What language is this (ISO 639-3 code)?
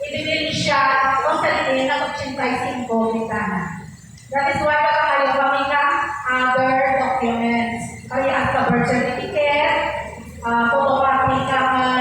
hil